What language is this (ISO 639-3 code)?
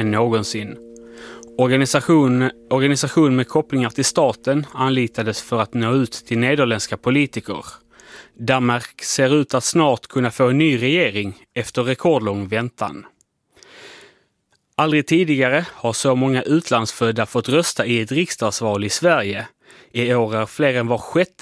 swe